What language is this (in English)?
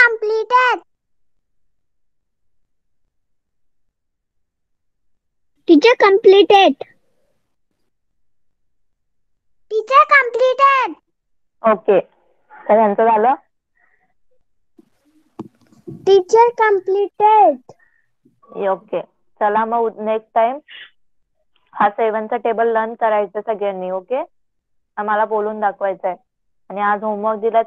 Marathi